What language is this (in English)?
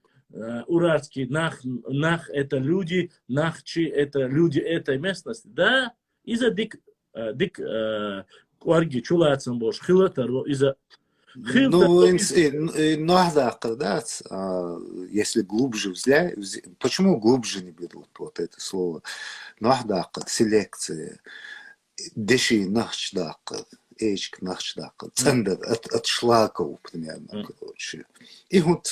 Chechen